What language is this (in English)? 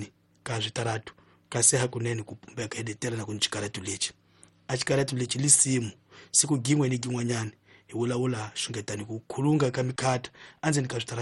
Tsonga